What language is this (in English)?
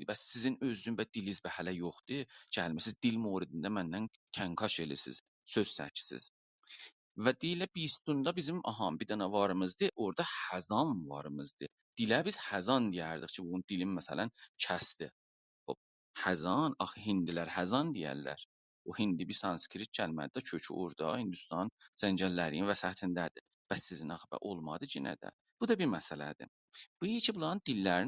South Azerbaijani